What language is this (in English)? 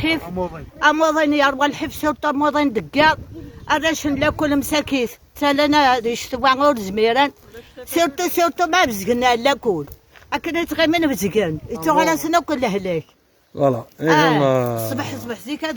Kabyle